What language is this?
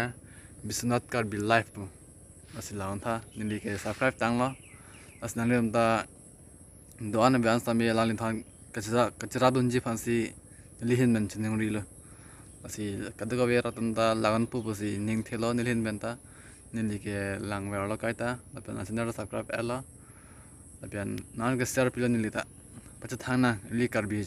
Karbi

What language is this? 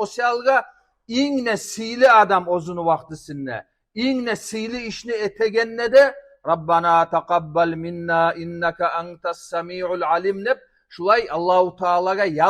Kumyk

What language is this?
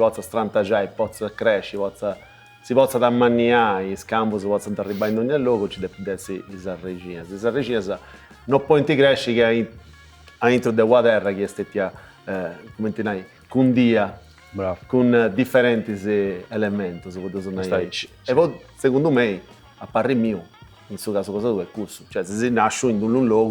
Sardinian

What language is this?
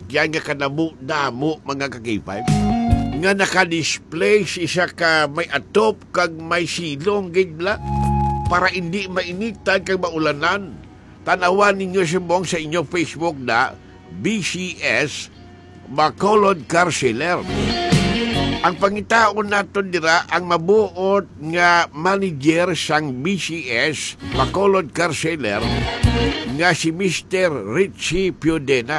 Hiligaynon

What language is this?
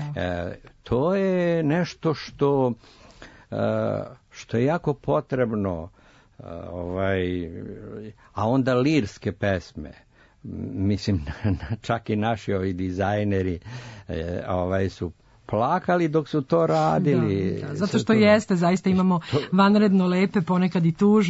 Serbian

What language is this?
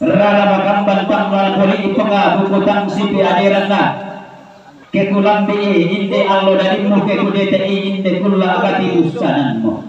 Toraja-Sa'dan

